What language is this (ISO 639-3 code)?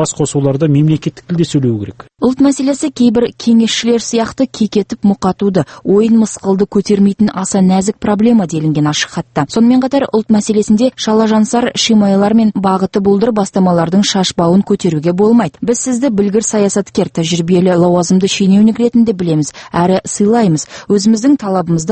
kaz